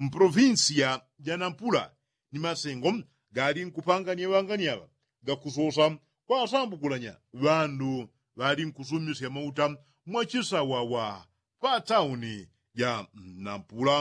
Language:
Yao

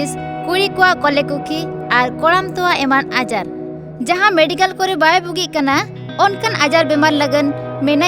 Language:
Santali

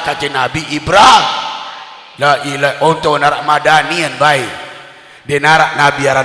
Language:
Sasak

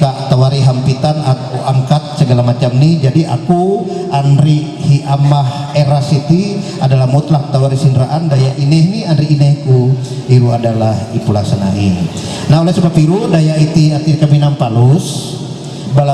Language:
Ma'anyan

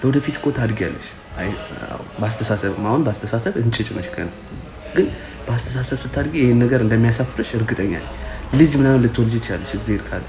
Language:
Amharic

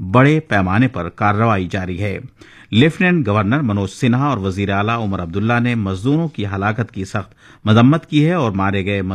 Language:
Urdu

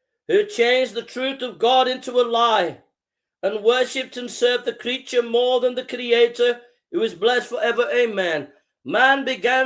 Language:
English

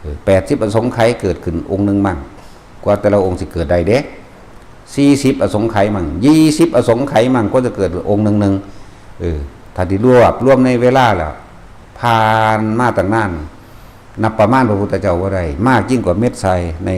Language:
Northeastern Thai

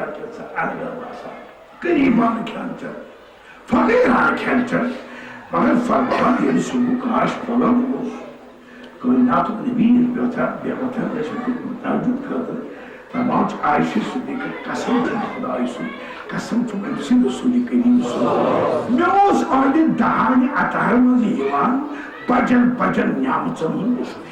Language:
Kashmiri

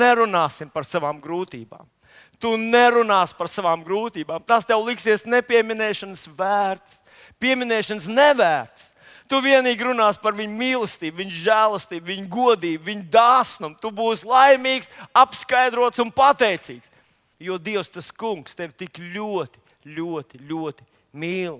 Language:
Latvian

